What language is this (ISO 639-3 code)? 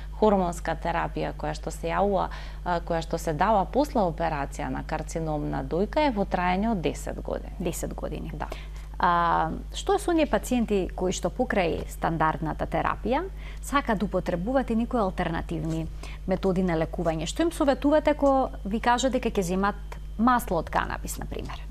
mkd